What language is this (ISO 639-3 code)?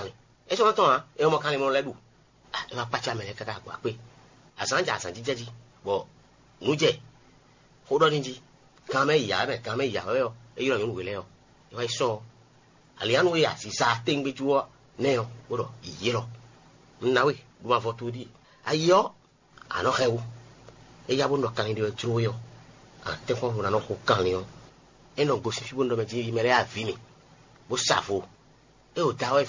fon